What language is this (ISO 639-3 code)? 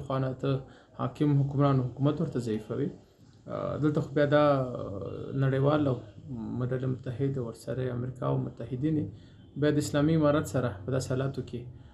pus